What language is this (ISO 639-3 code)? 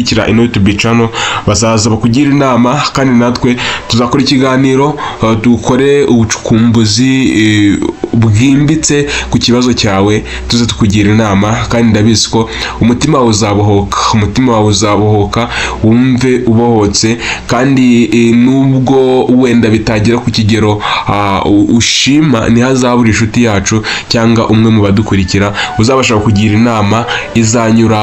kin